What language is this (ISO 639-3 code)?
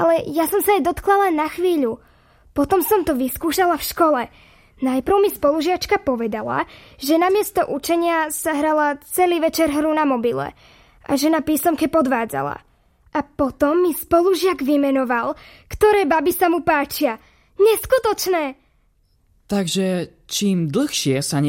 slk